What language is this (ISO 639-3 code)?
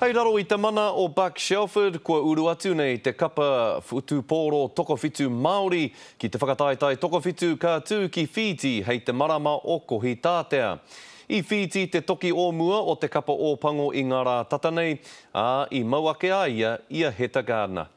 mri